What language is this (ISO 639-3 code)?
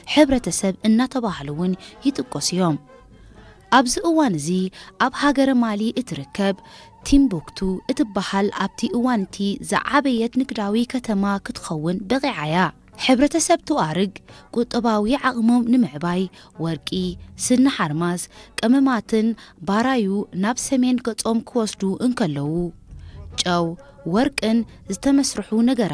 tir